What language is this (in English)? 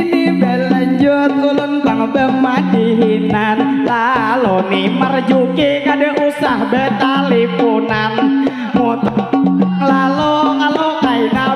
Banjar